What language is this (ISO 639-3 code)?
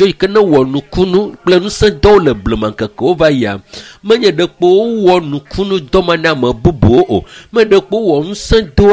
ewe